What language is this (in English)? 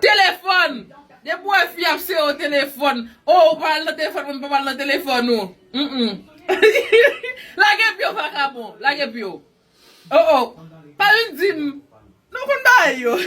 Haitian Creole